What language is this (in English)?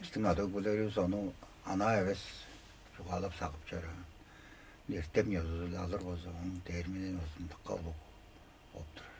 Tuvinian